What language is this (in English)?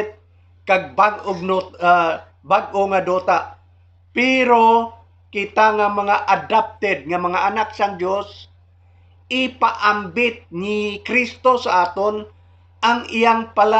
Hiligaynon